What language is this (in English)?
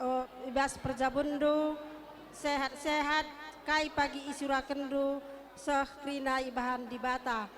Batak Karo